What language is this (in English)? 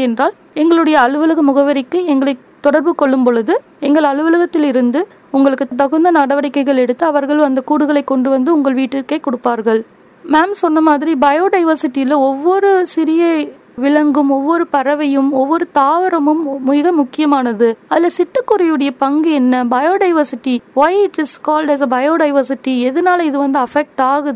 Tamil